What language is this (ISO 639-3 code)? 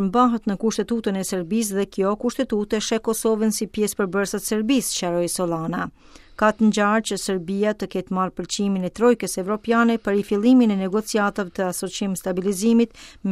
sqi